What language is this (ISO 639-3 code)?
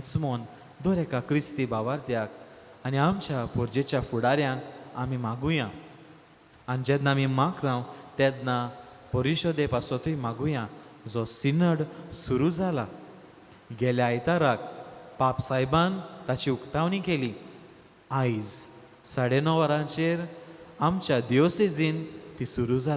kok